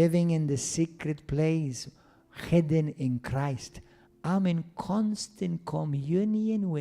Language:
English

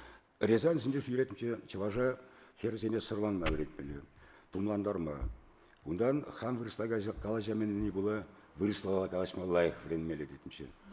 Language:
Chuvash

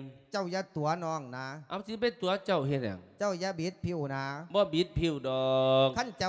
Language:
Lao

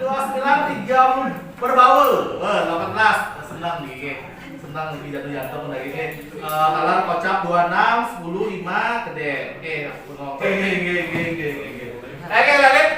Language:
Balinese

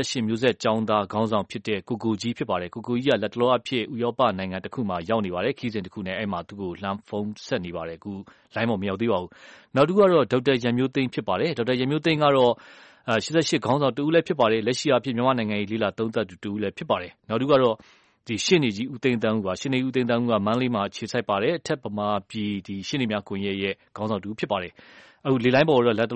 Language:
Burmese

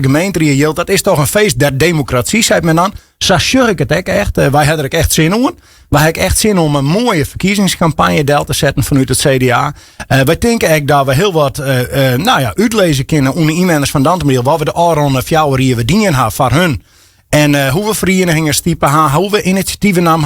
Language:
Western Frisian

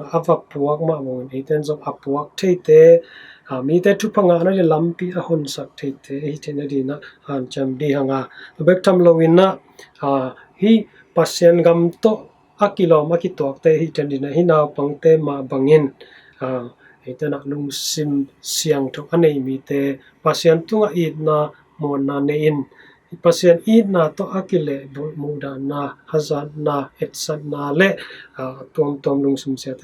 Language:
Tedim Chin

